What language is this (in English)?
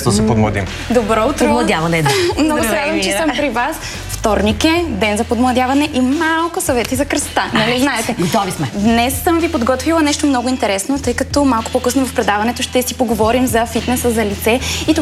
Bulgarian